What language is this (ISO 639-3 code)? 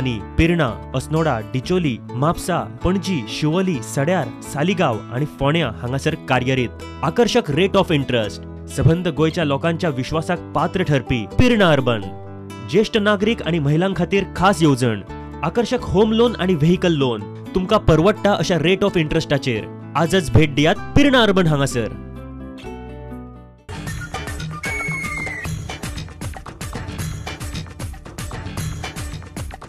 kok